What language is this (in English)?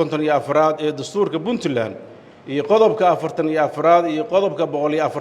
Somali